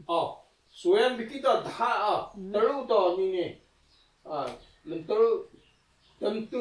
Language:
Taroko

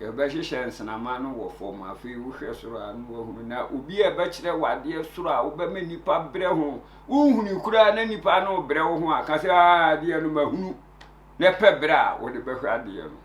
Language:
Akan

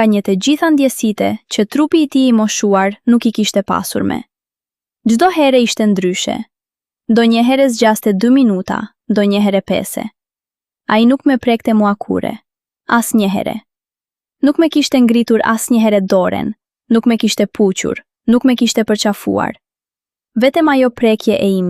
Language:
Albanian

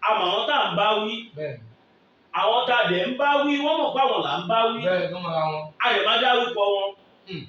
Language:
Yoruba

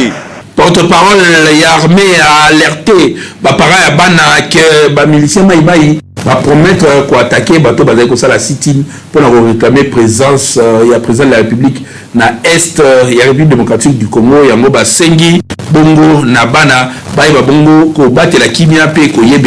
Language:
Lingala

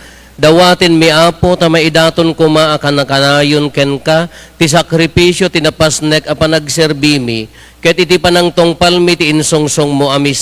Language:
Iloko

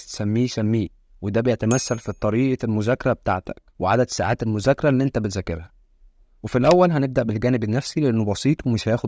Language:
Egyptian Arabic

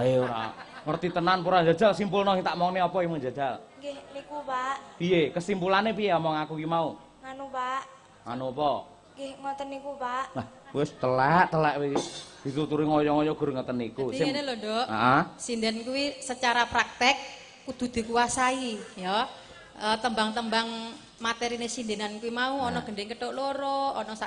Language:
Javanese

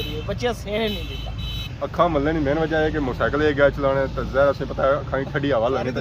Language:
Pahari-Potwari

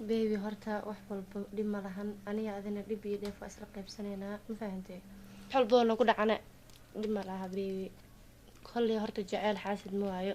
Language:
Somali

